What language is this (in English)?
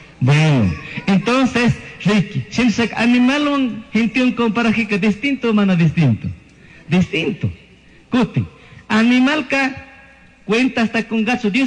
Chimborazo Highland Quichua